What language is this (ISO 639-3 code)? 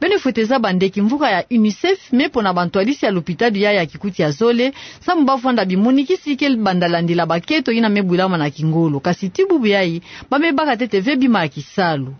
ktu